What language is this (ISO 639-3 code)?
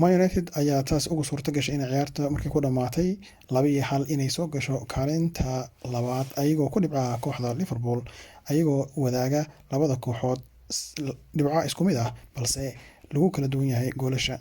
som